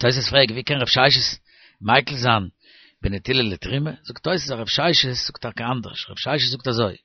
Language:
Yiddish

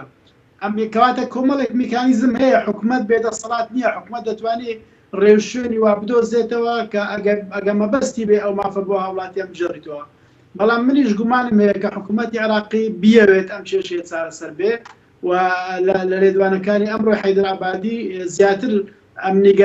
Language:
Central Kurdish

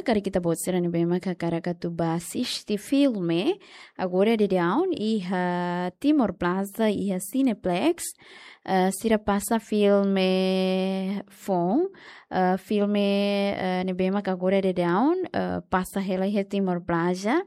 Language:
Tetum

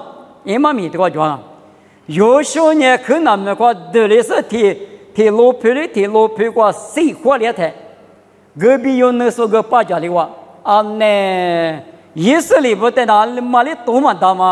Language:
Lisu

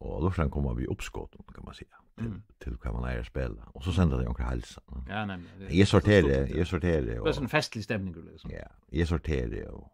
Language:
Faroese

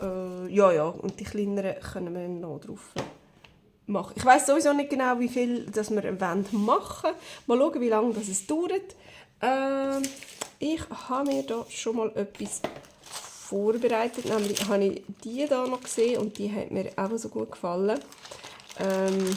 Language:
Swiss German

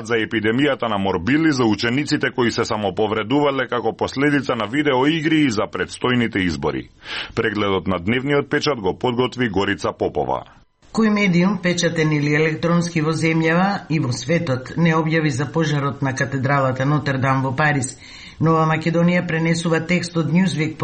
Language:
Macedonian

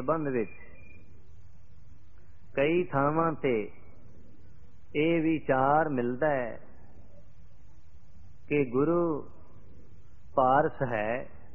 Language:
Punjabi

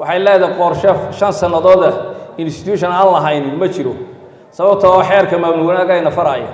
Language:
Somali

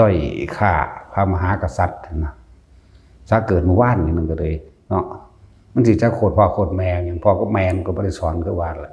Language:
Northeastern Thai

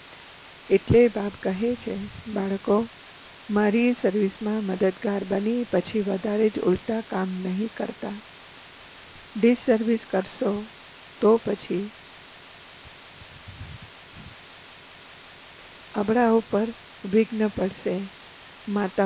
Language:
Gujarati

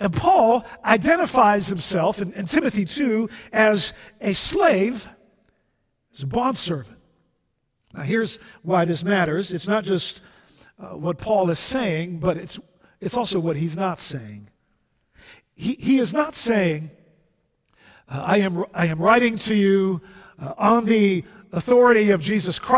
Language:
English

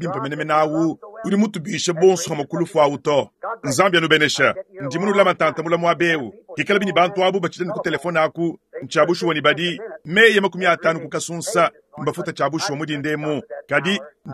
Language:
Luba-Lulua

